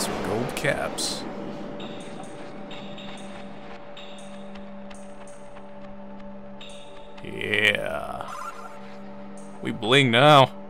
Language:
English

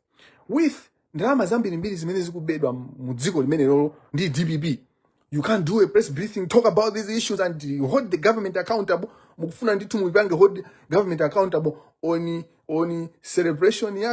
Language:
Nyanja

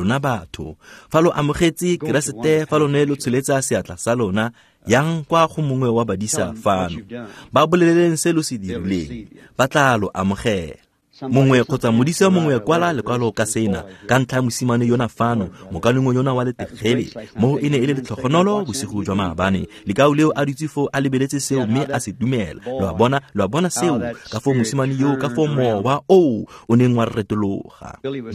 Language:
Tswana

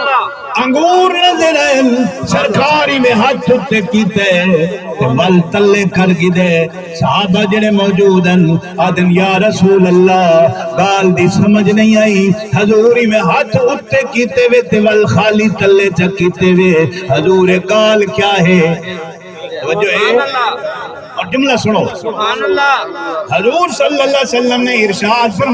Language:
Saraiki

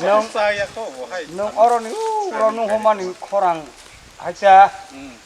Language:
Kok Borok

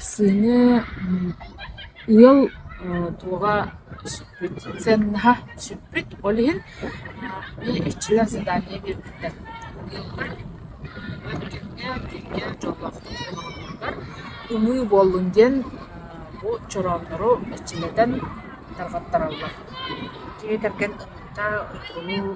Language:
Yakut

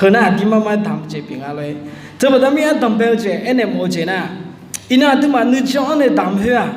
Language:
Akha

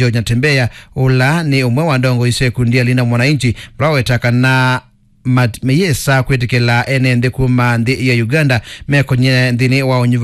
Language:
Kamba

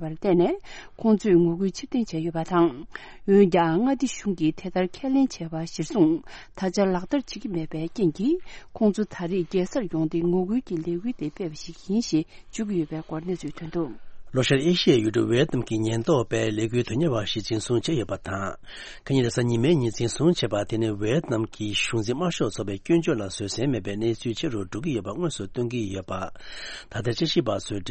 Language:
Tibetan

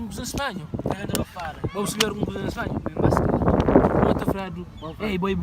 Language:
Kabuverdianu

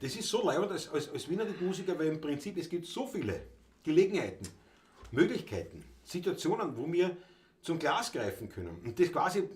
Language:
Bavarian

